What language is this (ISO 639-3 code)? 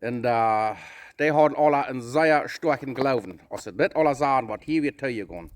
pdt